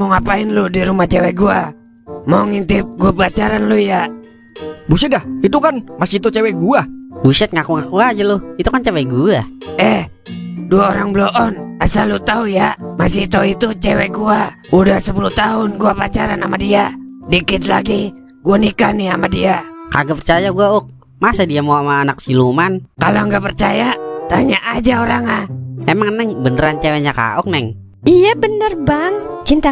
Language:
Betawi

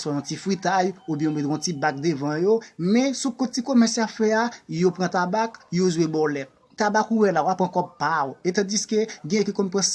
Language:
Haitian Creole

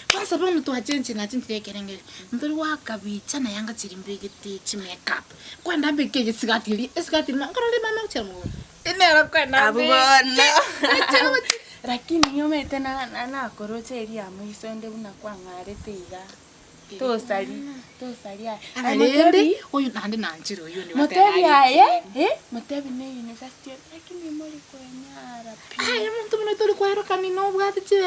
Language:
Gusii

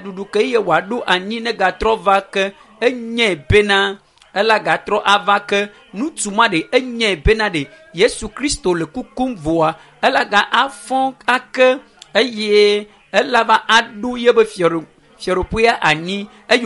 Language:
Ewe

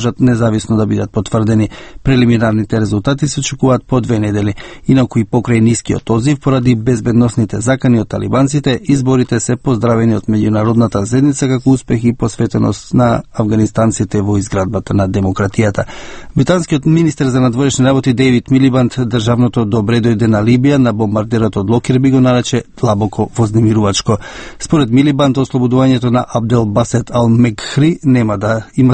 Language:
Macedonian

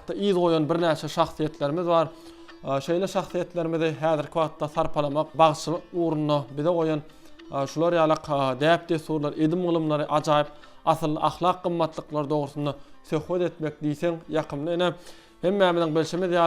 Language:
Turkmen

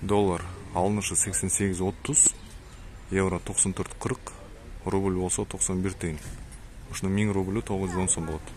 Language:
Kyrgyz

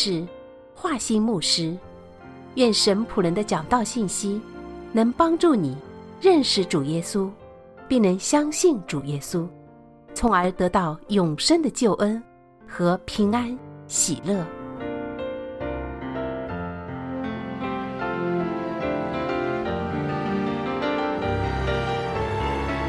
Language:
Chinese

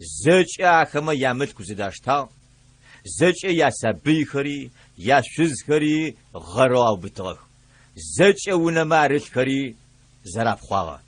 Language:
Adyghe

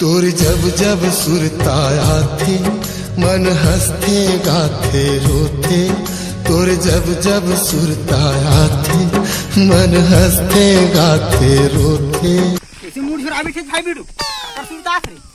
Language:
Chhattisgarhi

